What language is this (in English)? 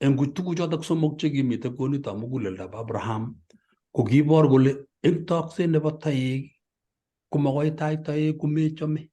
Kalenjin